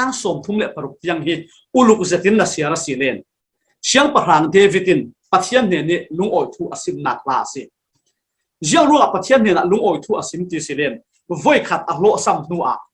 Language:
Falam Chin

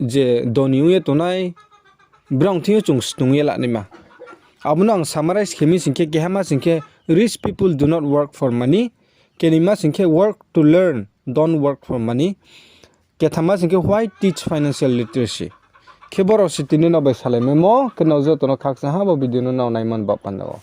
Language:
Riang (India)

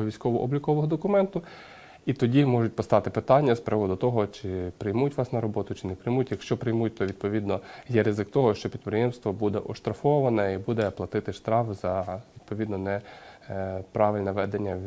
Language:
Ukrainian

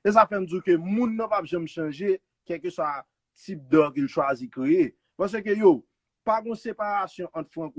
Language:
Haitian Creole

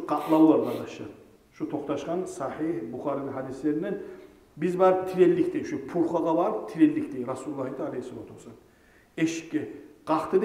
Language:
Kumyk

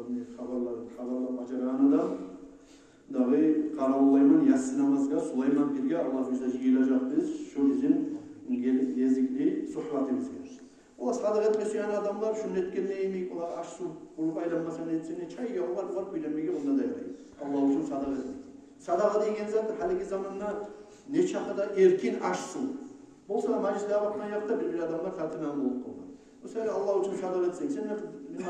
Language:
Kumyk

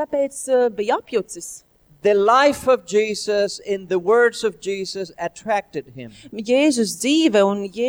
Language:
Latvian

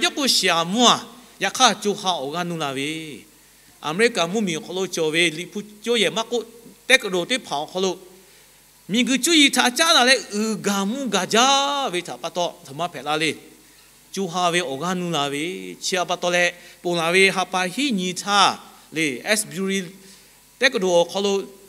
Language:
Lahu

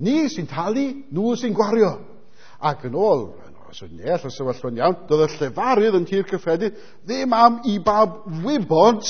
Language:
Welsh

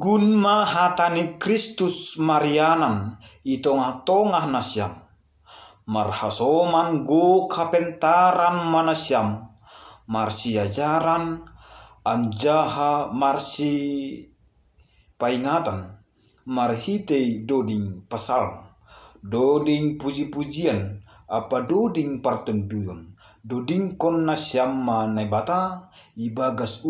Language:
Batak Simalungun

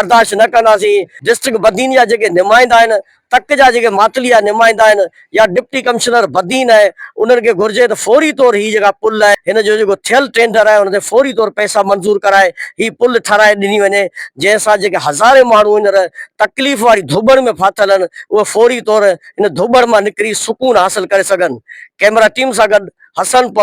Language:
Sindhi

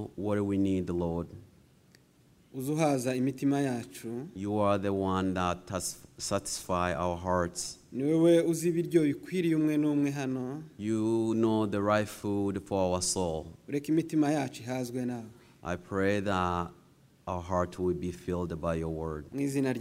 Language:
Kinyarwanda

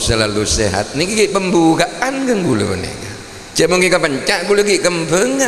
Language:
Madurese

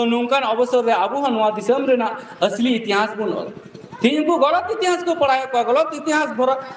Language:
Santali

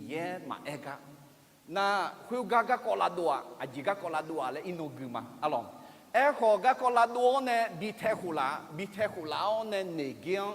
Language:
Akha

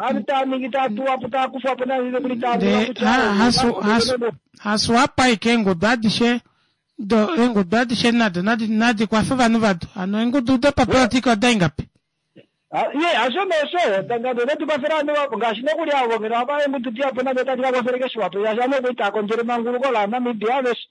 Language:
Kuanyama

